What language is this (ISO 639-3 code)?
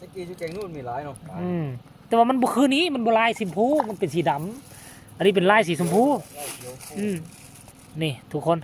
tts